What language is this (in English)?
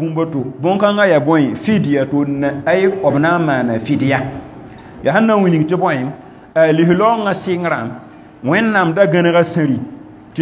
Mossi